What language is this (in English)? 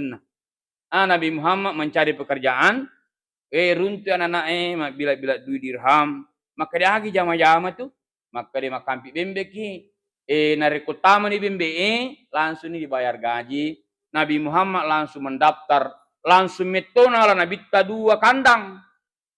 Buginese